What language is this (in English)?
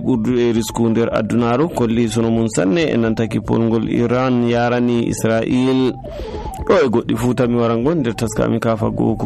Nigerian Fulfulde